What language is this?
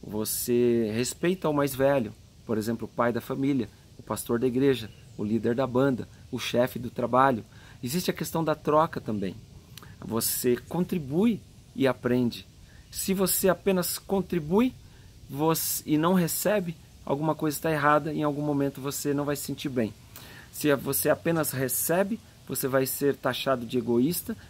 Portuguese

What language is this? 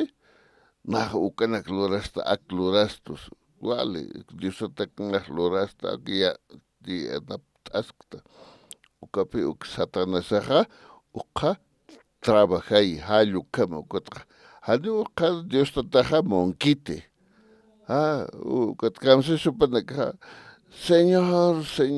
Aymara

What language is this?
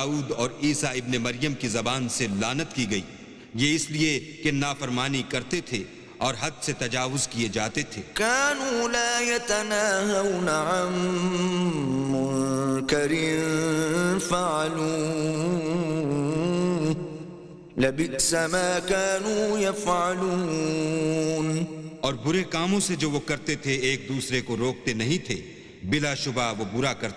Urdu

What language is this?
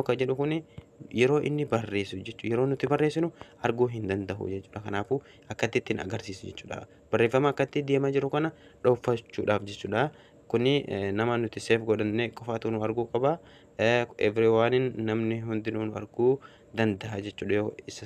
Oromo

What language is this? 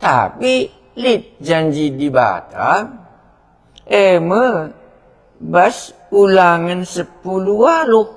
Batak Karo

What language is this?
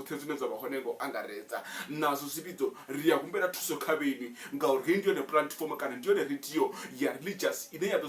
Venda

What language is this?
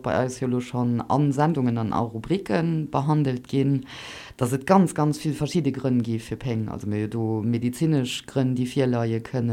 Luxembourgish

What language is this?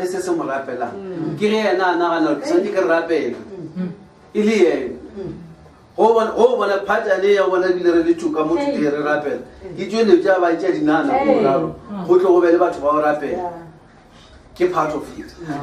Northern Sotho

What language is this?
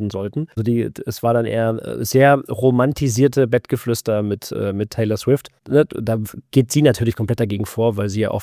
German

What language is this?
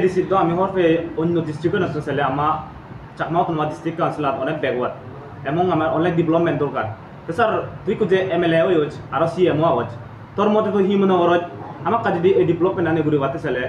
Chakma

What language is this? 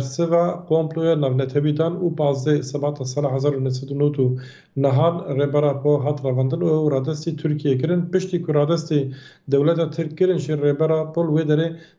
Kurdish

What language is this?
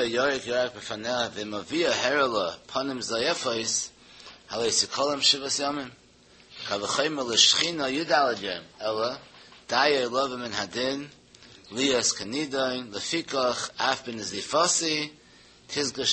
Yiddish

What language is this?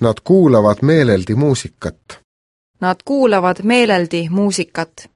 Estonian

